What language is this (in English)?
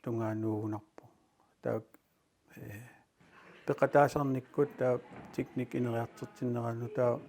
Kalaallisut